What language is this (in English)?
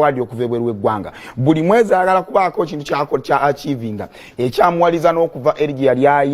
Ganda